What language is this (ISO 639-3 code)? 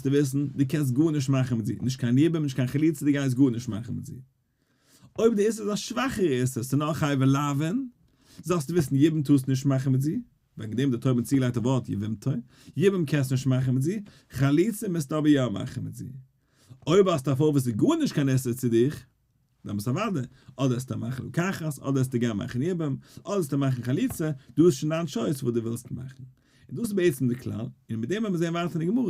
yid